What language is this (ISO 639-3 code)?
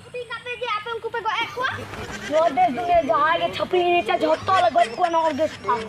sat